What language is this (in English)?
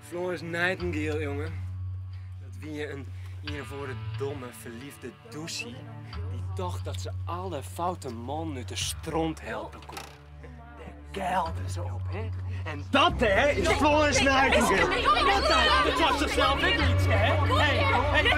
Western Frisian